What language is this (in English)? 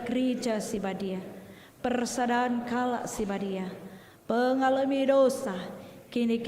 Batak Karo